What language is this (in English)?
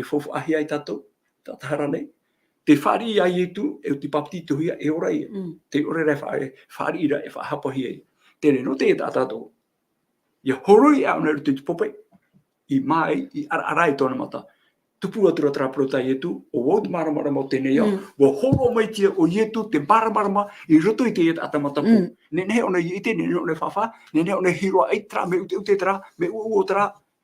Tahitian